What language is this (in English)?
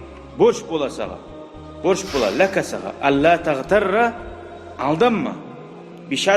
Kumyk